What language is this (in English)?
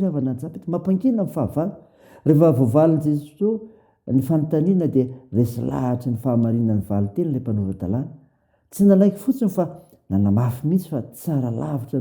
Malagasy